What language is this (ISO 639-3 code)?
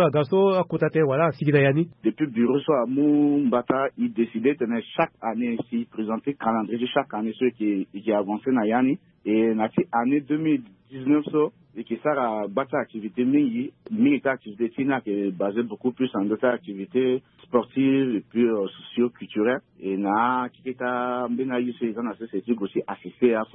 sag